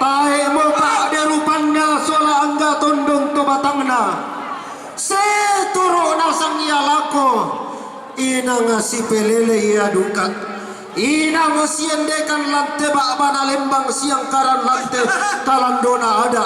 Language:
Toraja-Sa'dan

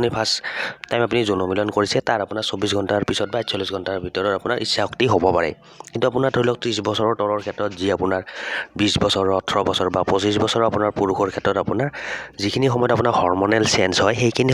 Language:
Assamese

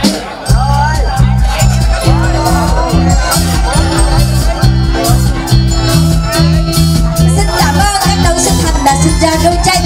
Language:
Vietnamese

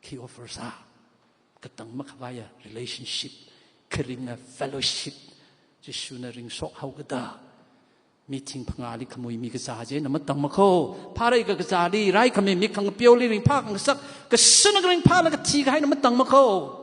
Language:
Tangkhul Naga (India)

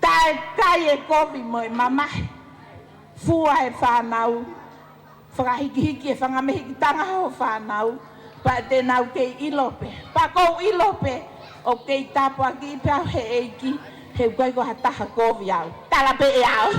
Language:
Tongan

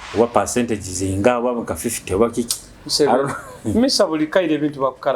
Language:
Nyoro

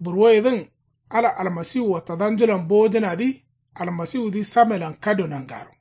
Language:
Kanuri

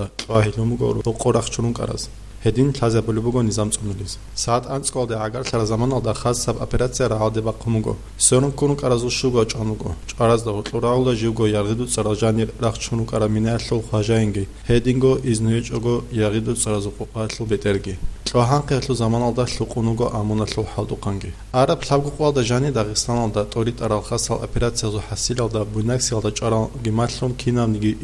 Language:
Avaric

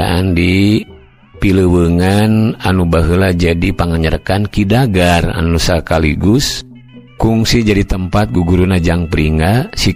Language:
Sundanese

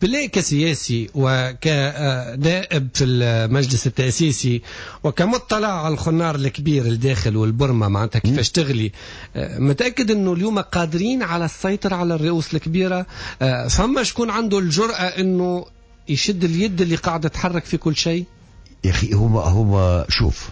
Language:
Tunisian Arabic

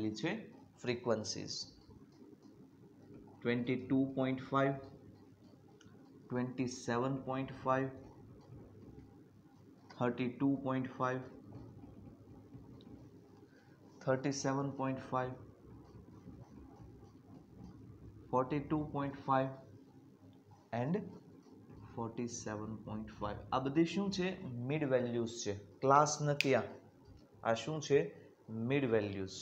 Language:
Gujarati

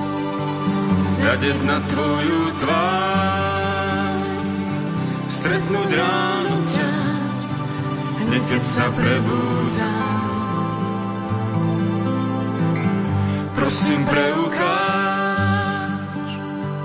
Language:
Slovak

